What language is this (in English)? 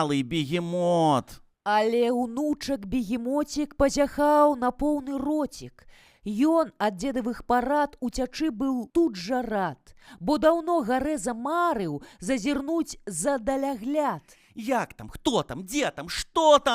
Belarusian